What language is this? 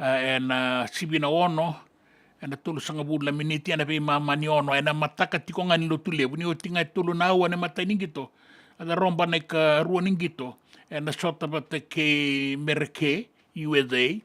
Fijian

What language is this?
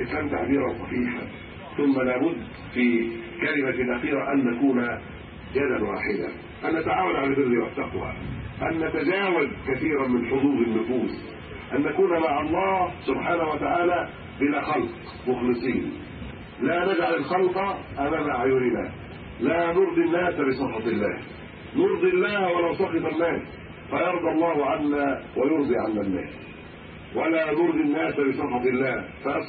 Arabic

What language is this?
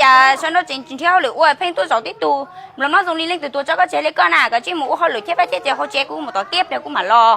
Hmong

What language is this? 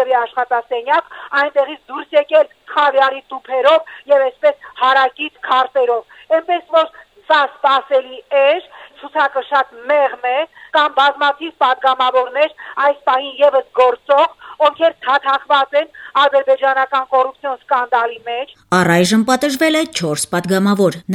Armenian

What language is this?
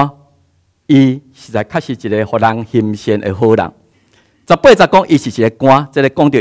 Min Nan Chinese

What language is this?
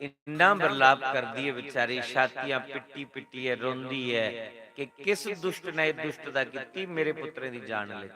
Dogri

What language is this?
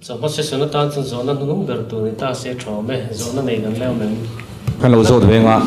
Mizo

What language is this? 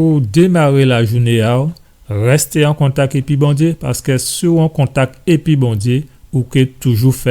Guadeloupean Creole French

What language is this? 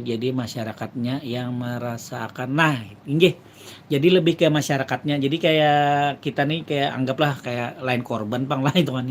Banjar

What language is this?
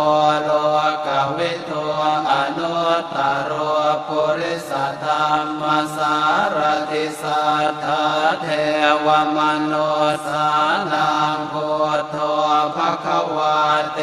Pali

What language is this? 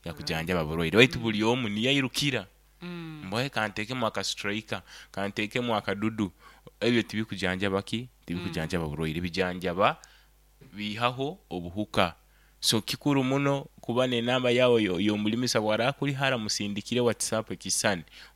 Nyoro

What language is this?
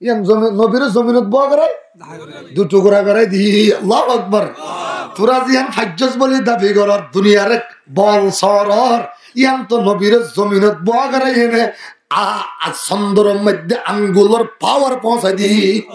Rohingya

